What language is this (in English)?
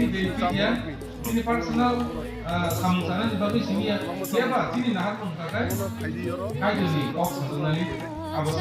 Kok Borok